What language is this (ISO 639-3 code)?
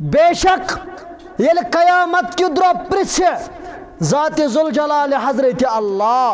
kas